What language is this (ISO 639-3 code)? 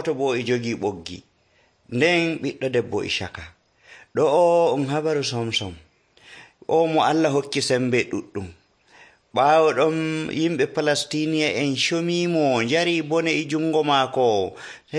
fuv